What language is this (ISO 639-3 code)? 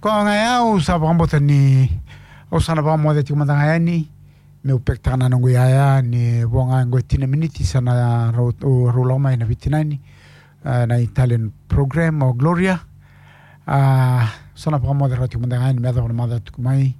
fij